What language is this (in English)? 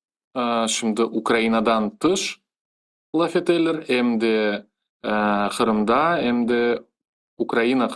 Crimean Tatar